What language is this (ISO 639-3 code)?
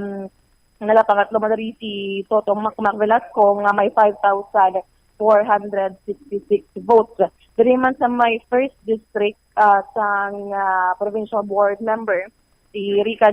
hil